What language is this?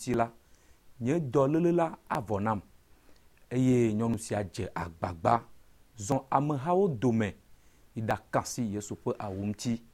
Ewe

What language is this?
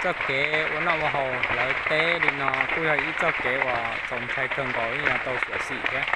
Hmong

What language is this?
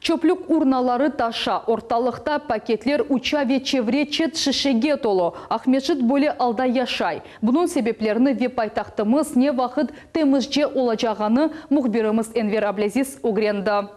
Crimean Tatar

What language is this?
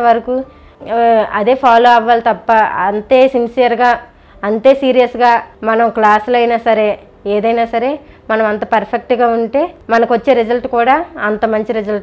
Telugu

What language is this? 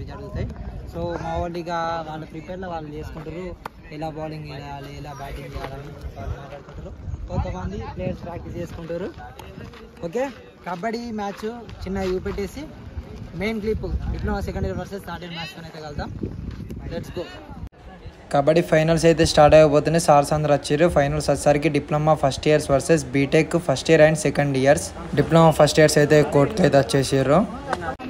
Telugu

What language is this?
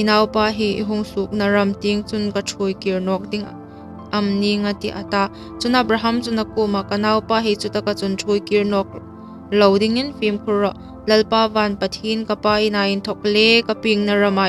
Hmar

